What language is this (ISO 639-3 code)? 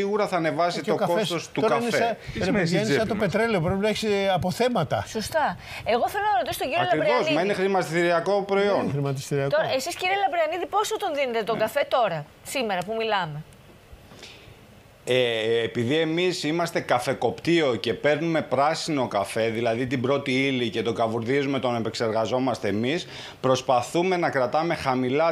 ell